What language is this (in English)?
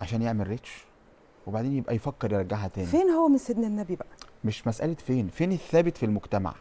Egyptian Arabic